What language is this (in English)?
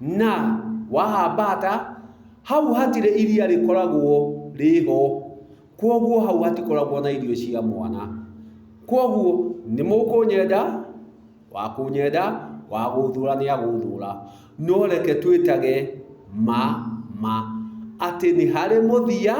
Kikuyu